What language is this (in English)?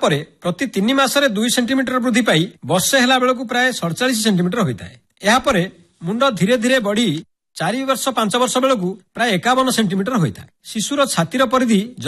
Odia